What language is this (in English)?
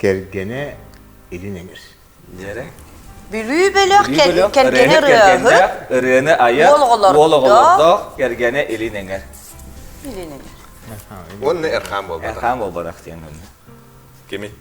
Yakut